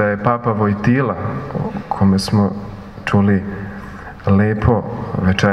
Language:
Serbian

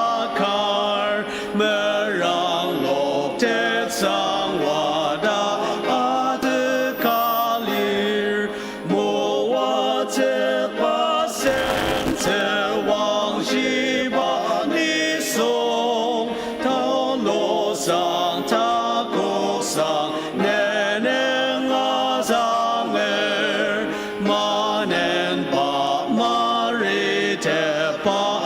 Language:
Ao Naga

